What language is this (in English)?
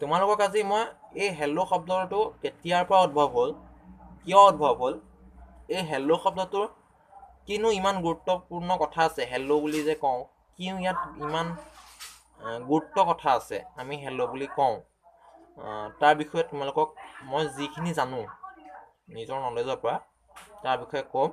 Assamese